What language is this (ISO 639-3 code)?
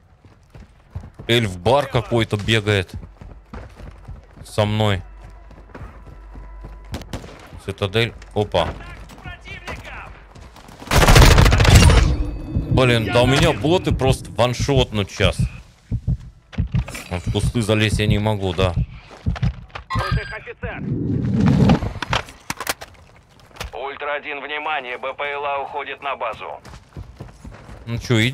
rus